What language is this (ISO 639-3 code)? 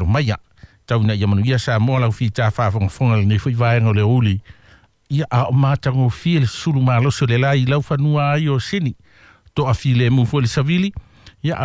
smo